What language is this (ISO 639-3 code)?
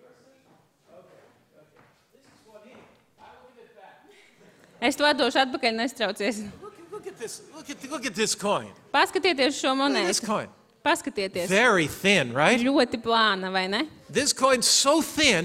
lav